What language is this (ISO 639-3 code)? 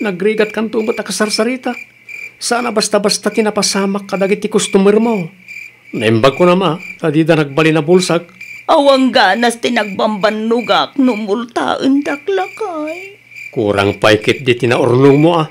ilo